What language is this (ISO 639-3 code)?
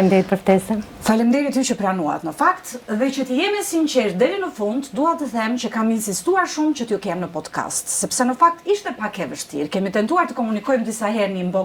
sqi